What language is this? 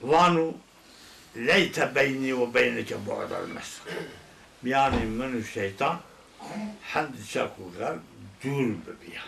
Zaza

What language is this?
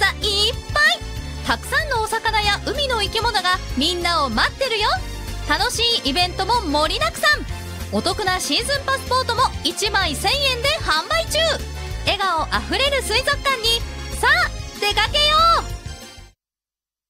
Japanese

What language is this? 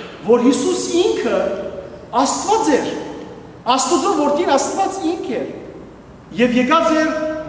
Western Armenian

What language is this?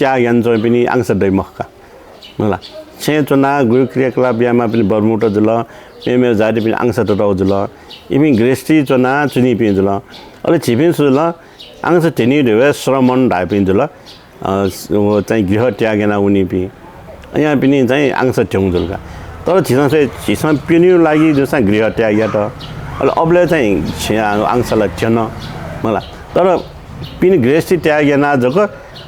Newari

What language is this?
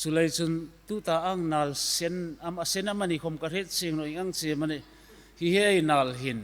Hmar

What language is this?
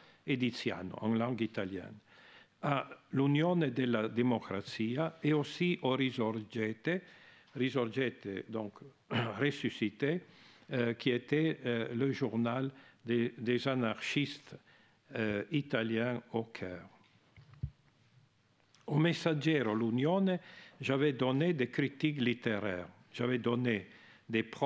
French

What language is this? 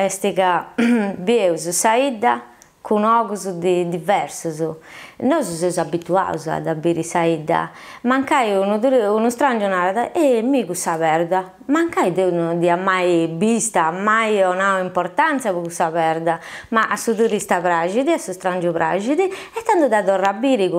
Sardinian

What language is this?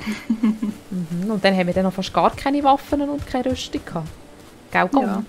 Swiss German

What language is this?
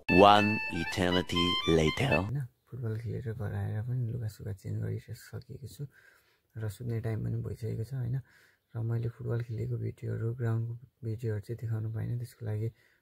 Nepali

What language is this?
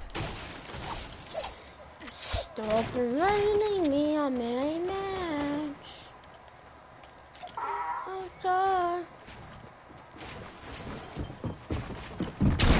English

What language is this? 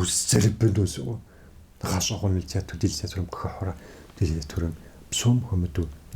Kabardian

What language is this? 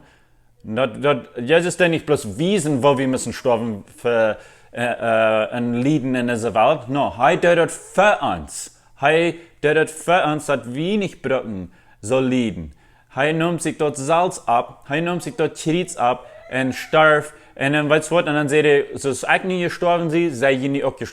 Plautdietsch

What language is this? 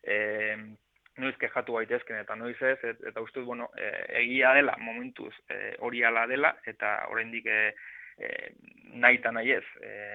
Basque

